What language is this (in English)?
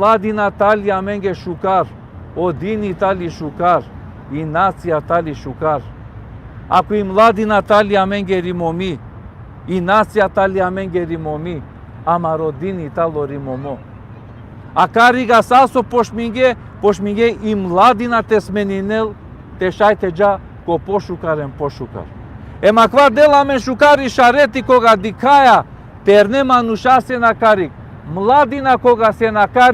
Balkan Romani